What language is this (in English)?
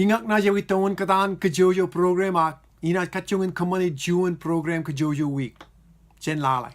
Marshallese